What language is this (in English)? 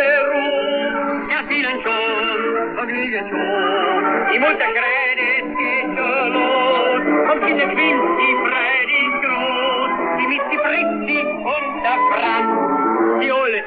German